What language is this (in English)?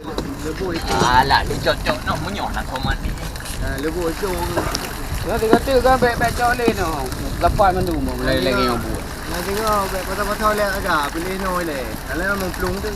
Achinese